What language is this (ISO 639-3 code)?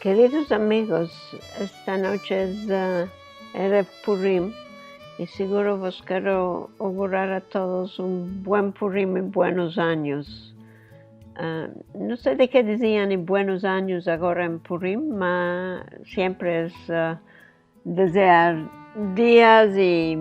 lad